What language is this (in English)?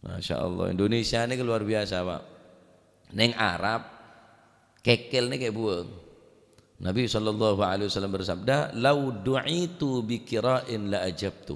Madurese